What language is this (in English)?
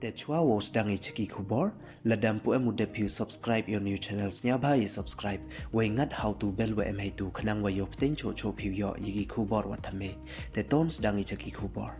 Pnar